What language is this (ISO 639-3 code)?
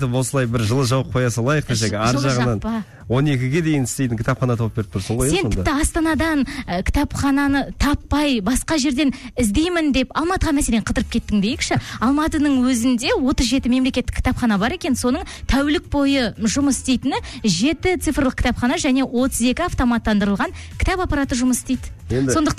kaz